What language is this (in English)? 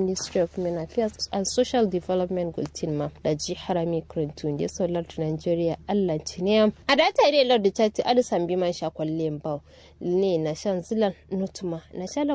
Kanuri